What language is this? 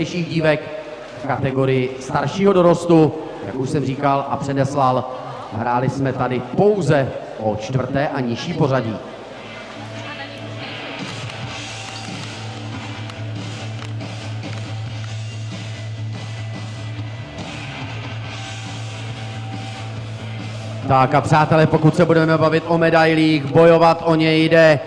Czech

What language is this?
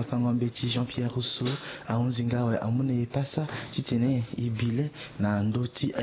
Sango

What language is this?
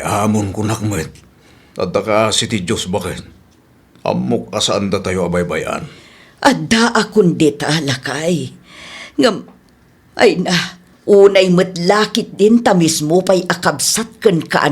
Iloko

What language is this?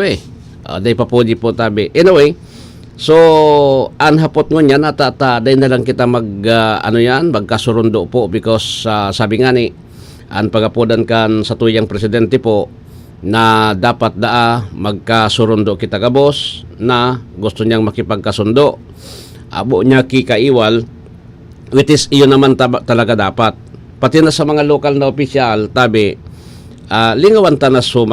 Bikol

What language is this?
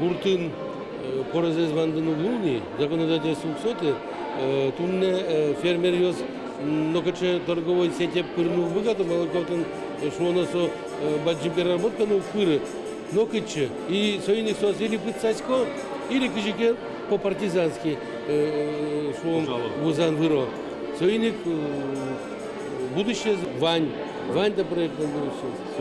Udmurt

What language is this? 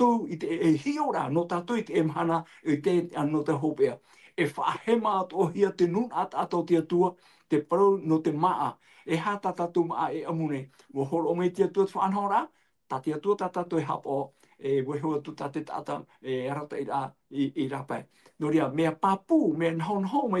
Tahitian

